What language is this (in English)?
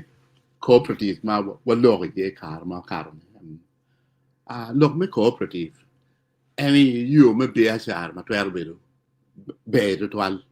Acoli